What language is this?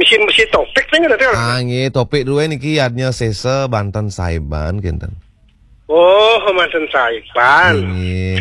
Balinese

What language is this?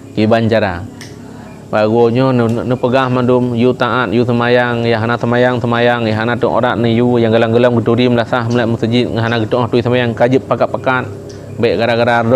Achinese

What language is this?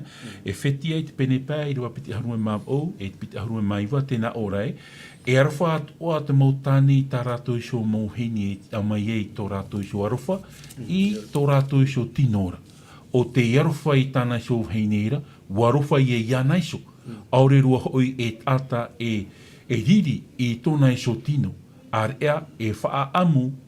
Tahitian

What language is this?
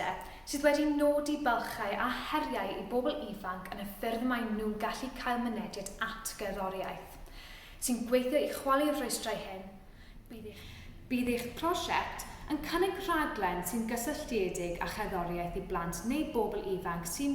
Welsh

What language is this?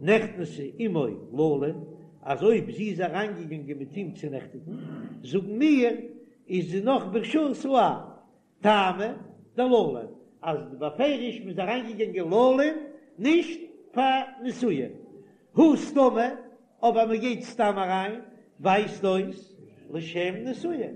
Yiddish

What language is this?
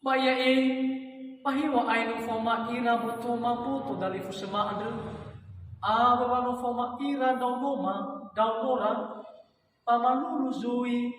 Nias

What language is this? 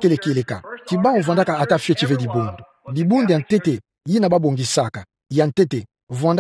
Kituba (Democratic Republic of Congo)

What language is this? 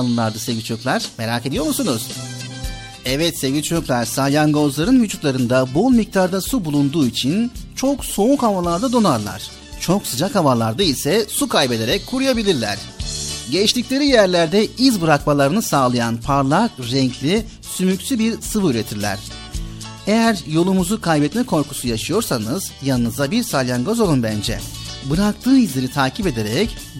Turkish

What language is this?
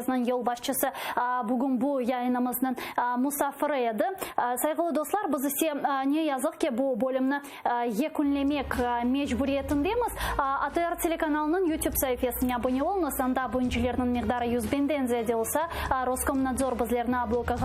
Crimean Tatar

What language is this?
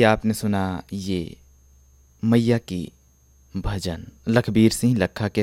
Hindi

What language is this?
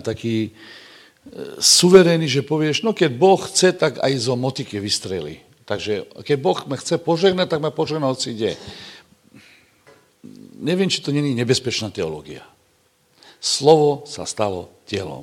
Slovak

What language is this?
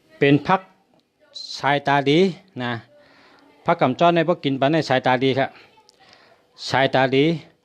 Shan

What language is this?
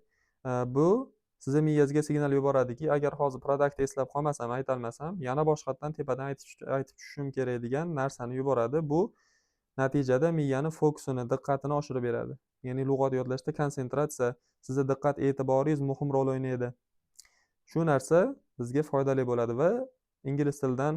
Uzbek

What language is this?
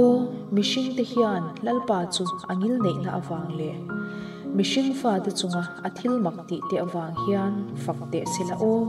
Mizo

